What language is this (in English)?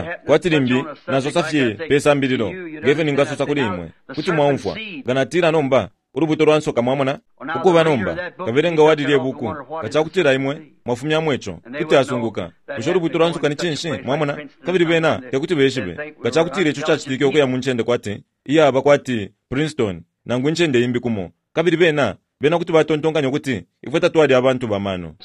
Bemba